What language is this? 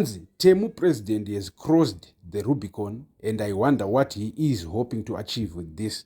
Shona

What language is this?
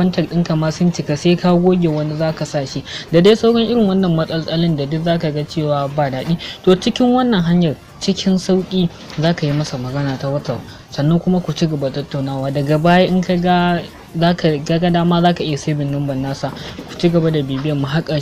Hausa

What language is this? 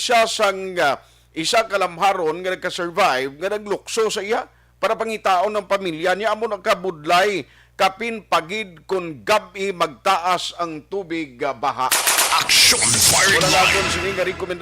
Hiligaynon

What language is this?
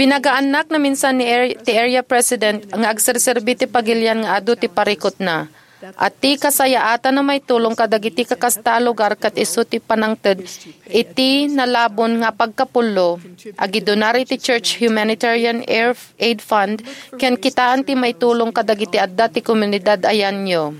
Iloko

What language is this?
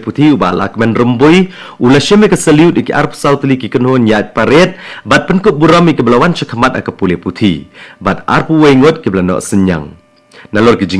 Khasi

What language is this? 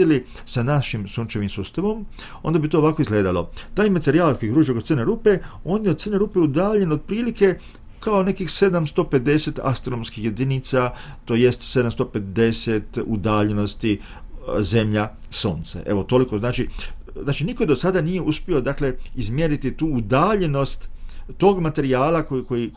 Croatian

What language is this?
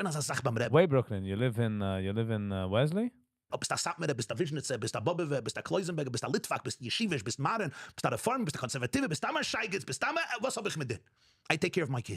Yiddish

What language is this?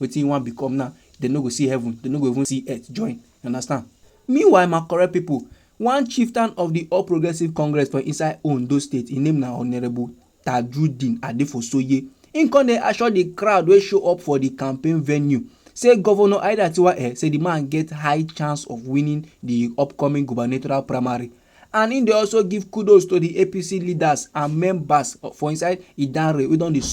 Nigerian Pidgin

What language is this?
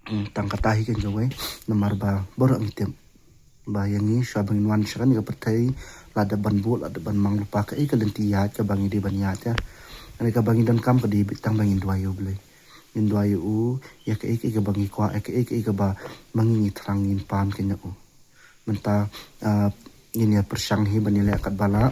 Khasi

